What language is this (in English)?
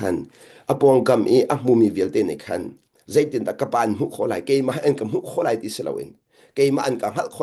Hakha Chin